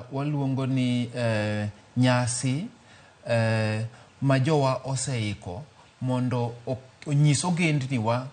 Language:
Luo (Kenya and Tanzania)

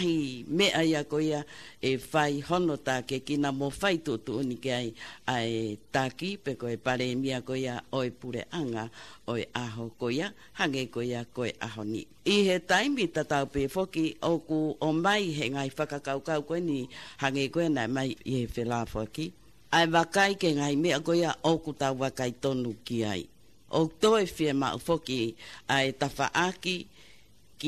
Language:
Tongan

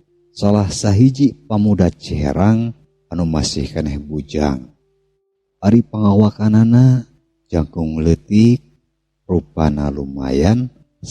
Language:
Sundanese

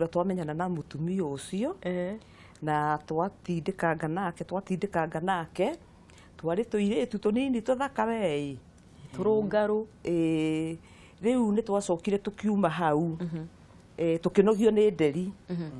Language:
Kikuyu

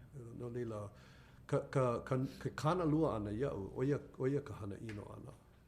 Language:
Hawaiian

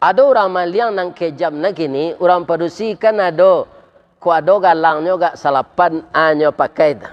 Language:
Minangkabau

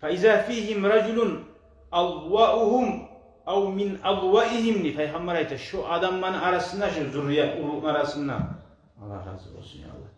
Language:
Kumyk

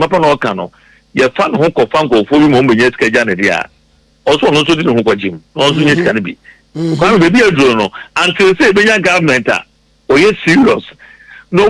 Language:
Akan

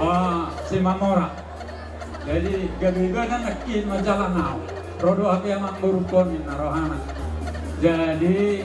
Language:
Batak Toba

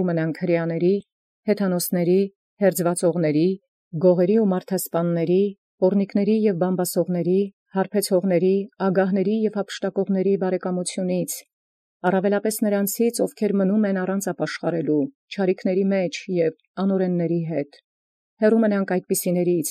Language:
Armenian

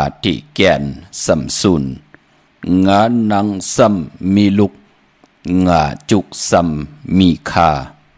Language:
Shan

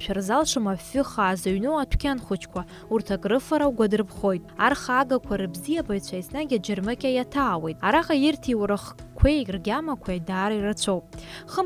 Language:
Abkhazian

